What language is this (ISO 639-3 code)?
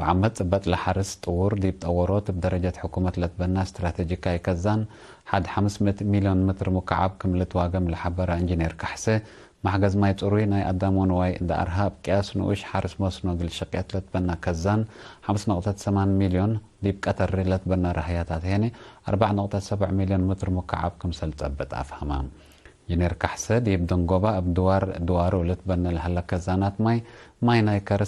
tig